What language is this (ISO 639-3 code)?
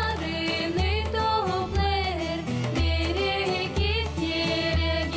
gag